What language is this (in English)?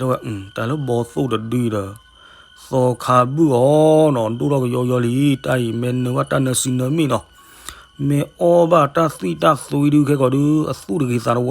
S'gaw Karen